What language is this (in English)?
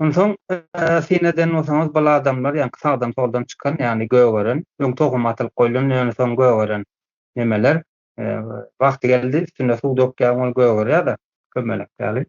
Turkmen